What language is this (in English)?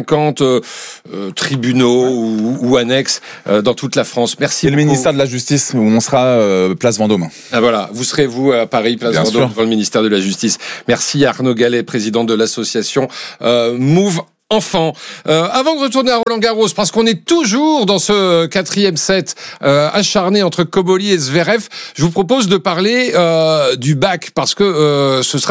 French